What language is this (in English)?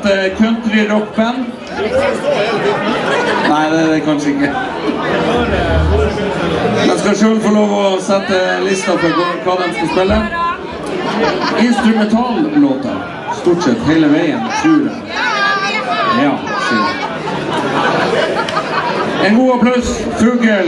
Norwegian